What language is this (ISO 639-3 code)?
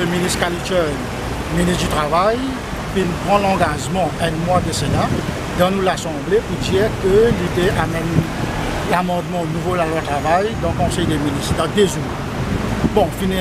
mfe